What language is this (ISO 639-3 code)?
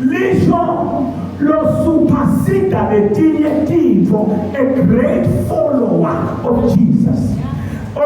zul